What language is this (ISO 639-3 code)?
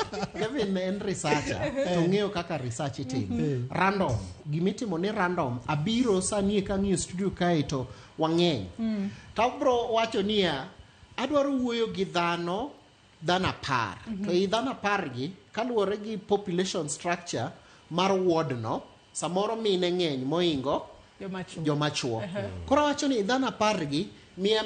luo